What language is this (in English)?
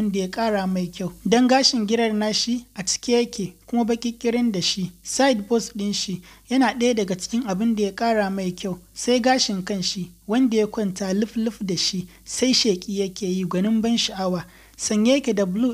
Hausa